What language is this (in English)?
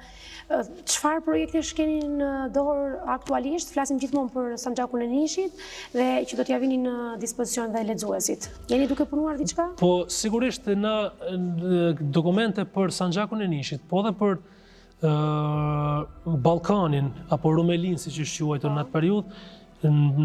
Albanian